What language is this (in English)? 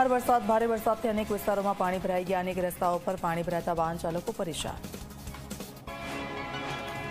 Gujarati